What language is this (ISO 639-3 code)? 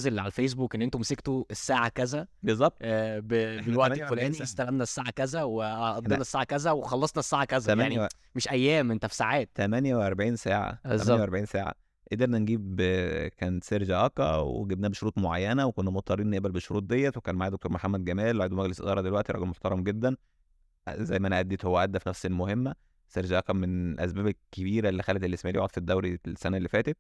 arz